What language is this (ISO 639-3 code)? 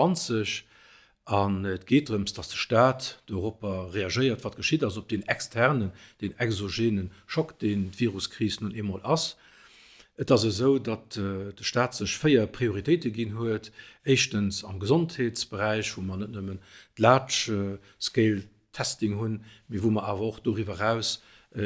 ltz